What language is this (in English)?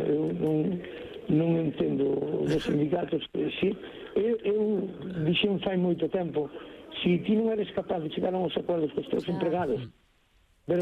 Galician